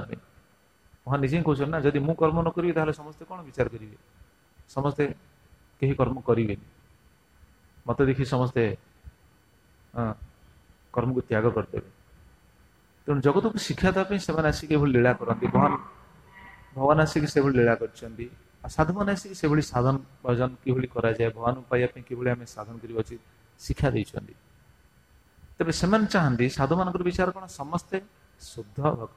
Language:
Odia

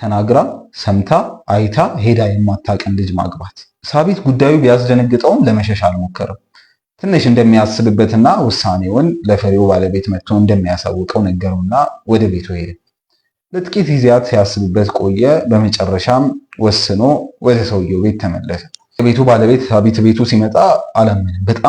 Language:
Amharic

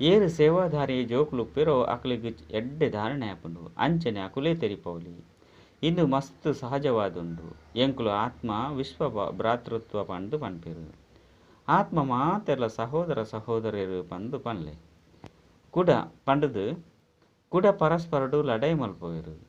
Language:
Tulu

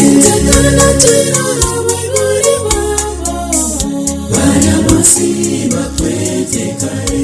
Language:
Gusii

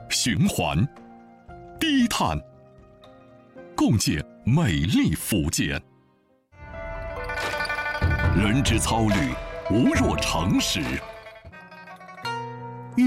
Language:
Chinese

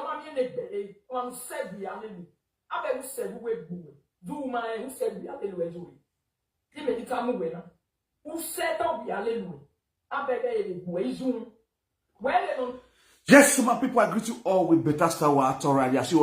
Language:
Nigerian Pidgin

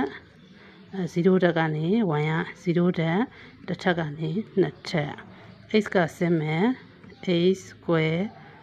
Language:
Burmese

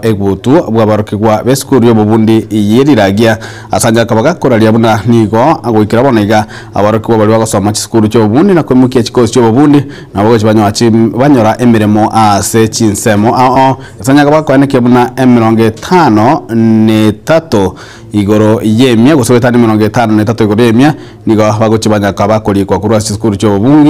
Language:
Gusii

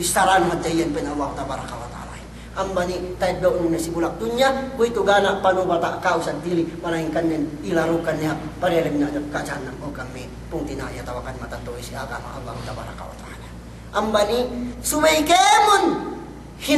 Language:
Yakan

